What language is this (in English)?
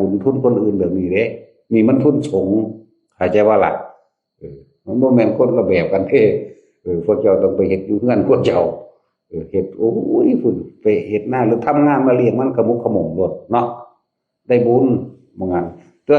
Northeastern Thai